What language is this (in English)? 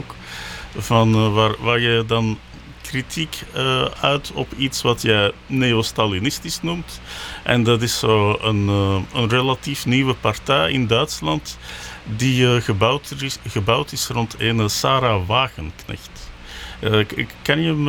Dutch